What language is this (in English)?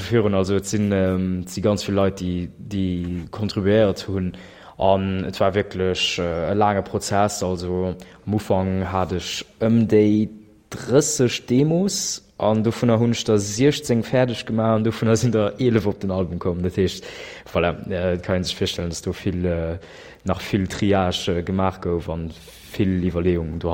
Luxembourgish